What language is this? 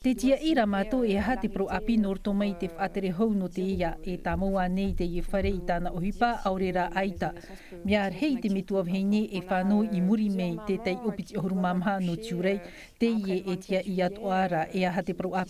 Tahitian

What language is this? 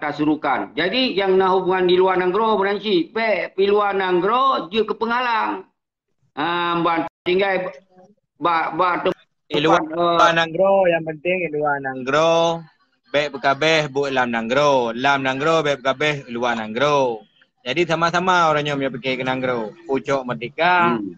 Achinese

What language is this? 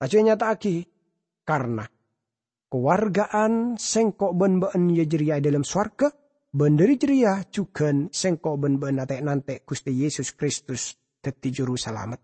Madurese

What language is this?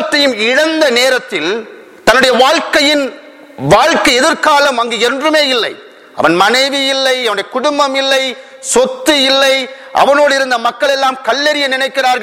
Tamil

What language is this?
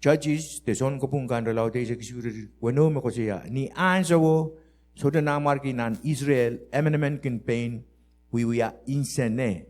Pohnpeian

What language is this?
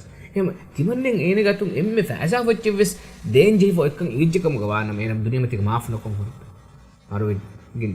Divehi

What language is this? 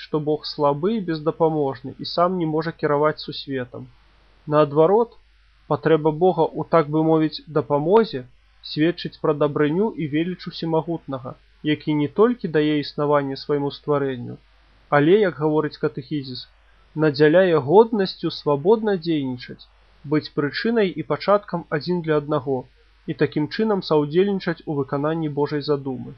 Belarusian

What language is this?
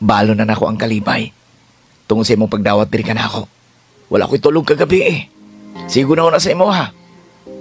Cebuano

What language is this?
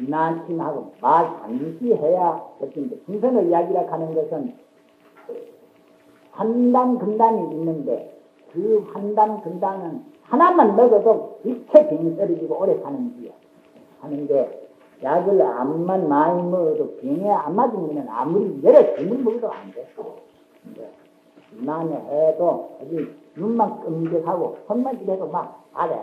Korean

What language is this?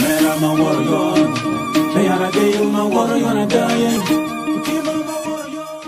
Acoli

